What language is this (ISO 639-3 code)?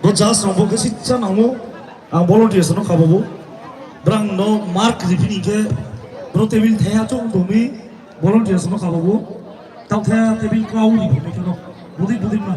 ria